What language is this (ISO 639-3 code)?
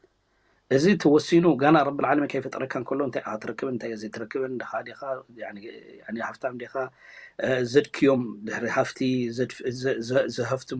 tir